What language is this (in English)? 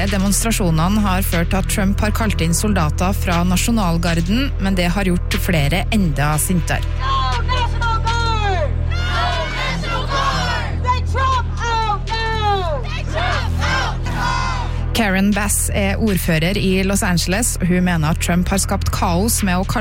Norwegian